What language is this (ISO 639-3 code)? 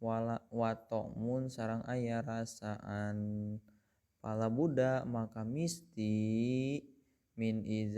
sun